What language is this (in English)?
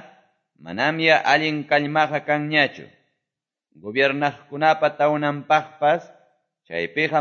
Quechua